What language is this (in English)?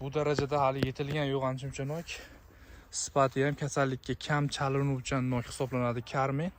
Uzbek